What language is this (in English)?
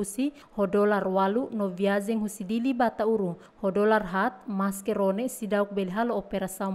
Tetum